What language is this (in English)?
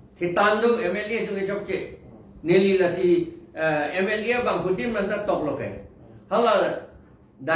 Karbi